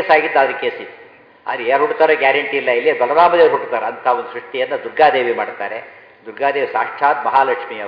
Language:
Kannada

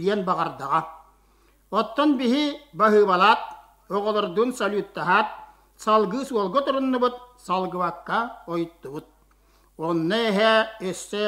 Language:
Yakut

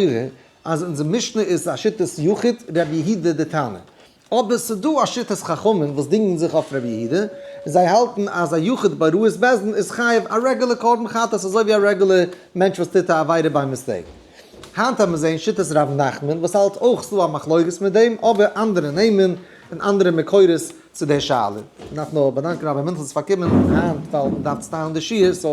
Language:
Yiddish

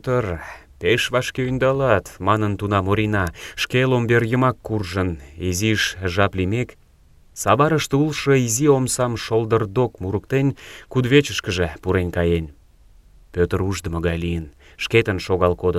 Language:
Mari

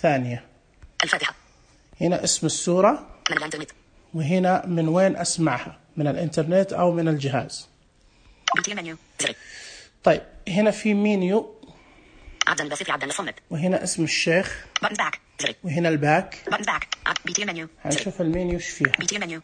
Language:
Najdi Arabic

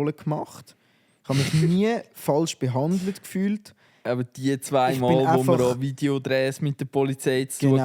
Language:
Swiss German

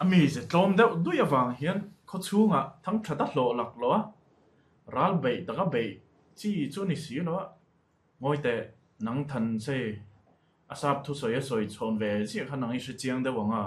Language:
Mizo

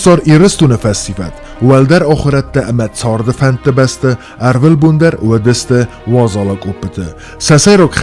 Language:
Ossetic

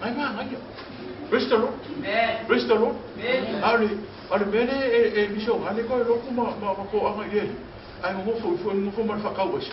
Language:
Samoan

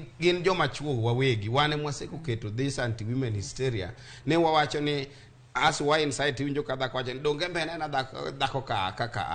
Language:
Luo (Kenya and Tanzania)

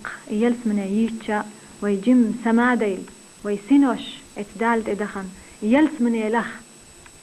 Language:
Chechen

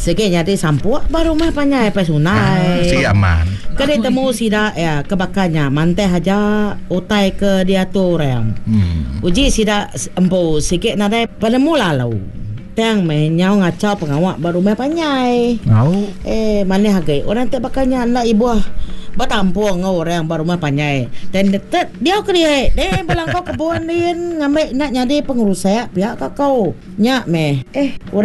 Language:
Iban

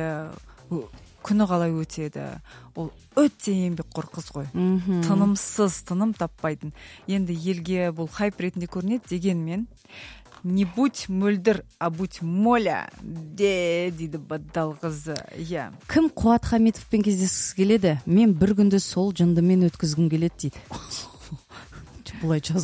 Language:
Kazakh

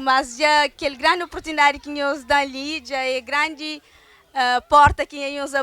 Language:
Kabuverdianu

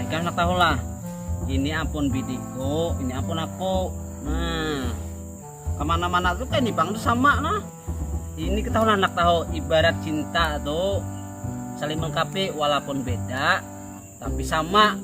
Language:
Banjar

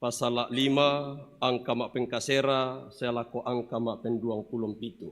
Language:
Toraja-Sa'dan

